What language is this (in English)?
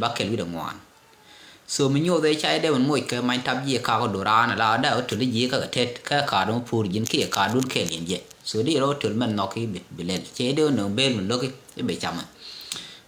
Nuer